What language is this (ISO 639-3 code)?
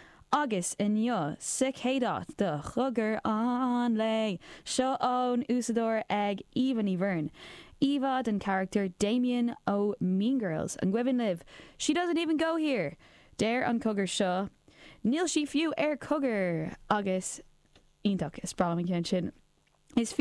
gle